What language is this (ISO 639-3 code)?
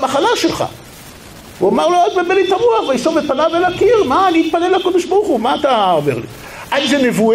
heb